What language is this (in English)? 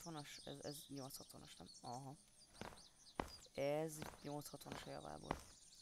Hungarian